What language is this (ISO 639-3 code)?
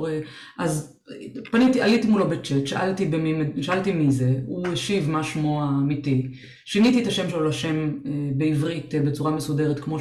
heb